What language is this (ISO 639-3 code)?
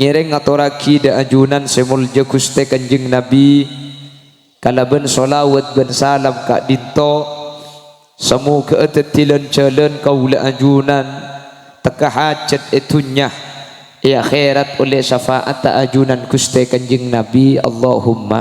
mad